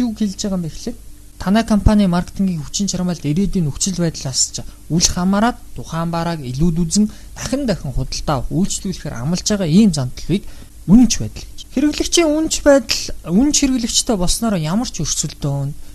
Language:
Mongolian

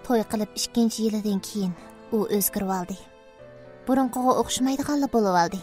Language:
Uyghur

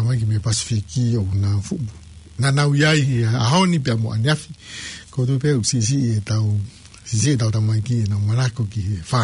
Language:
Tongan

